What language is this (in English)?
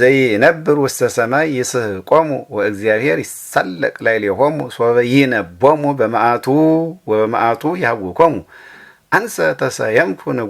Geez